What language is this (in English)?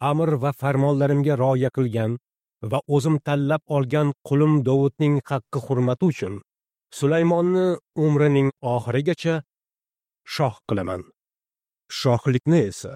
Uzbek